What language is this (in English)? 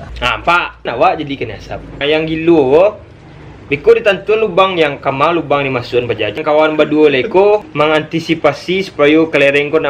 Minangkabau